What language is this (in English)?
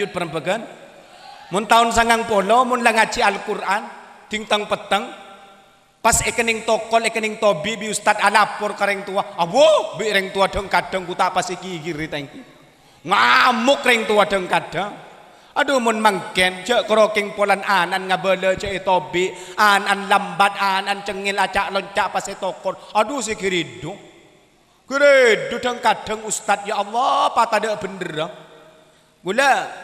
Madurese